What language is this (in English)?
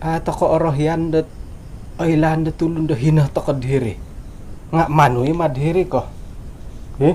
Central Dusun